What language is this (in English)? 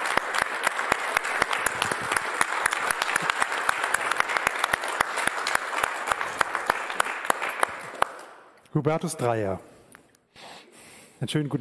German